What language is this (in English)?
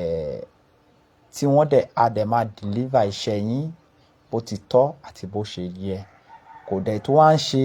Yoruba